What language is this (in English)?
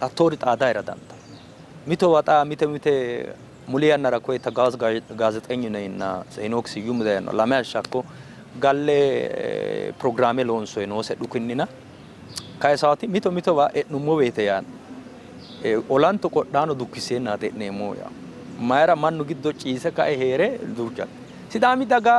Sidamo